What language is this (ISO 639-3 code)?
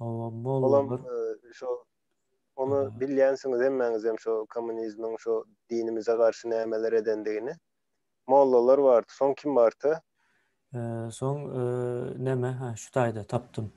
tuk